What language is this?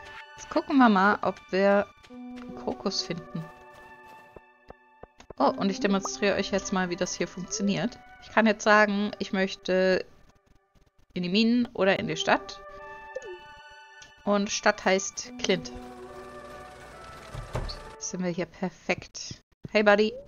German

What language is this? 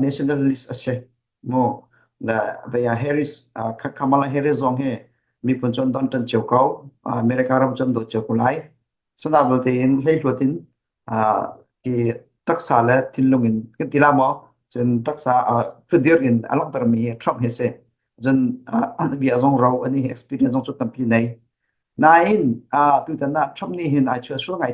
Hakha Chin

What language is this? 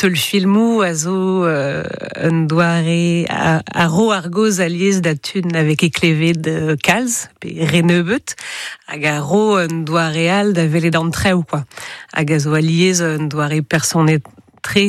Breton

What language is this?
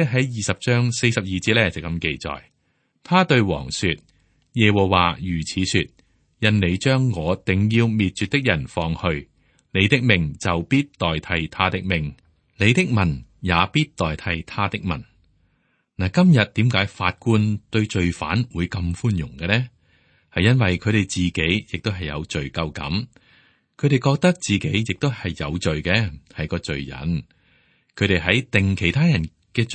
Cantonese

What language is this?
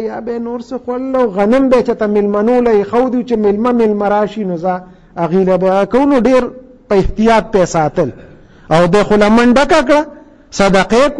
Pashto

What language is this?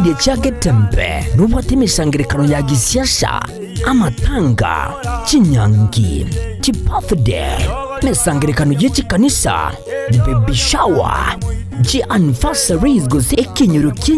Gusii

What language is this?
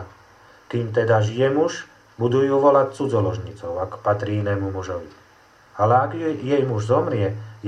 Slovak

